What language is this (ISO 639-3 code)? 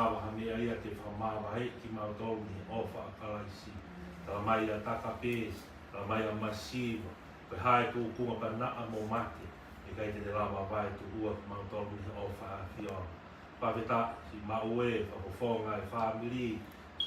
ton